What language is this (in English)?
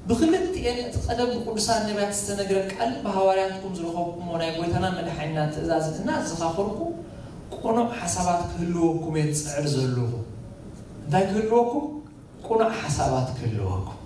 Tigrinya